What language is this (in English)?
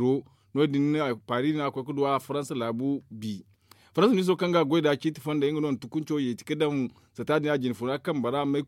Zarma